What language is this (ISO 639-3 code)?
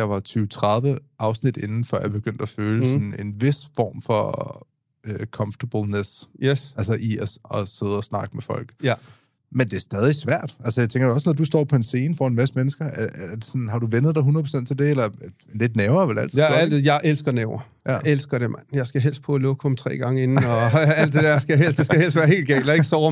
dan